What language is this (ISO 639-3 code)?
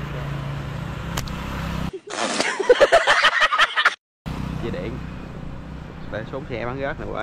vie